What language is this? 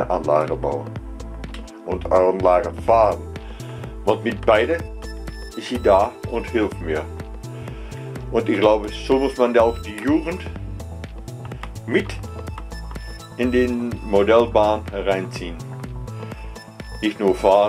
German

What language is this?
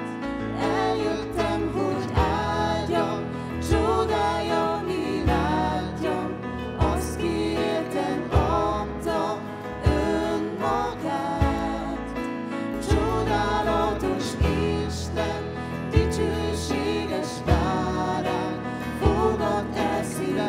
Hungarian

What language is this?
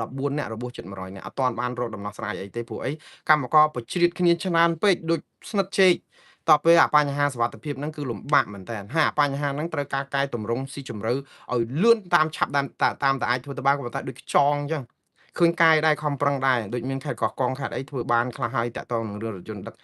Khmer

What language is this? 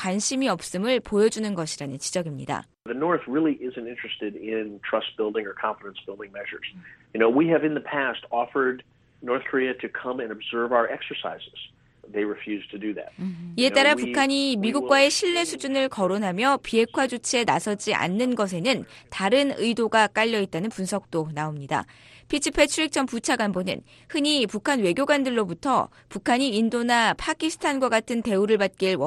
Korean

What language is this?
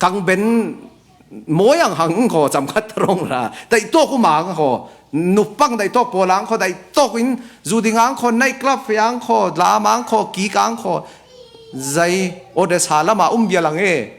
Falam Chin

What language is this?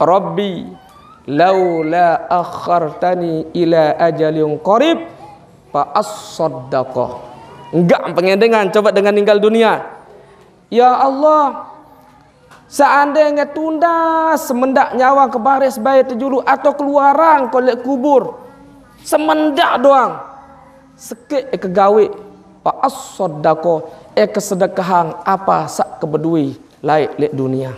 Sasak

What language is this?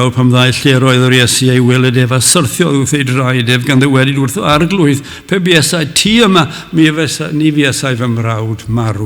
Welsh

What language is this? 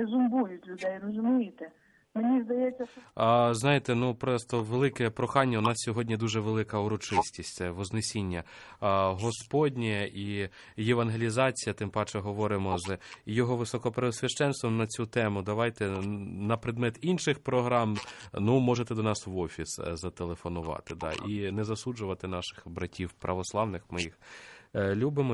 Ukrainian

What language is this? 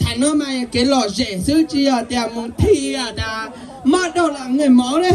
Hmong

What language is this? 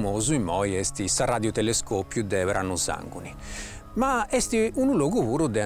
Sardinian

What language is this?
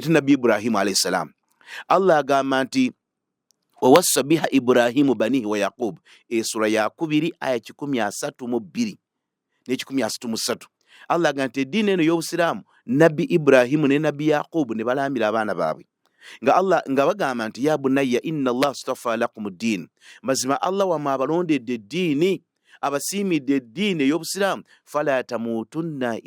Ganda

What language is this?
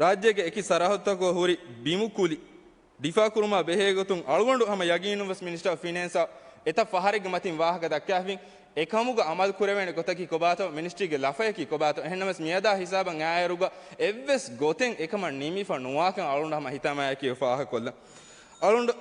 Divehi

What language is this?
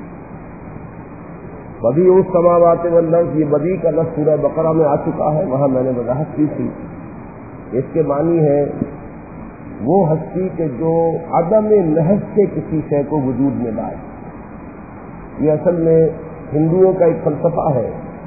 Urdu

